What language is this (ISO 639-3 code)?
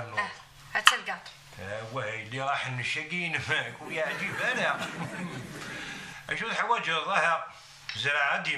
kab